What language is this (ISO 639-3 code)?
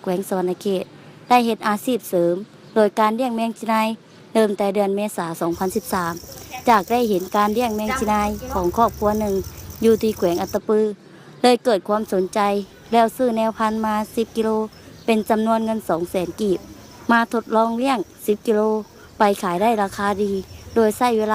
lao